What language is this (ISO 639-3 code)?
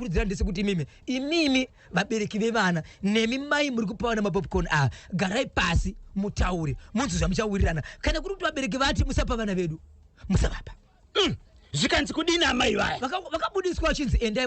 sna